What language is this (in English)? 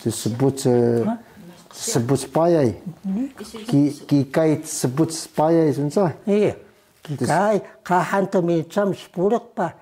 Taroko